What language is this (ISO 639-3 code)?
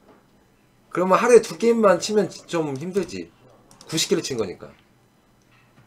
kor